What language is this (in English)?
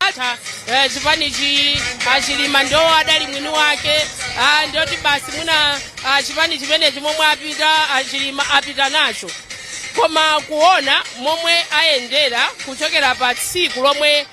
Nyanja